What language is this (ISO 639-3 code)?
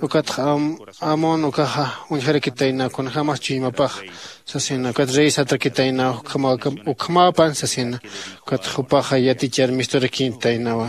aym